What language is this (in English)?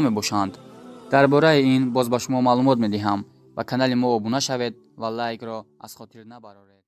Tajik